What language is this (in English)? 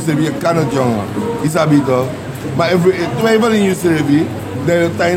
Sranan Tongo